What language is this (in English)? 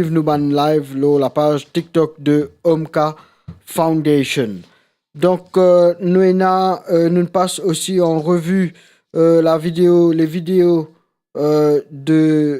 Morisyen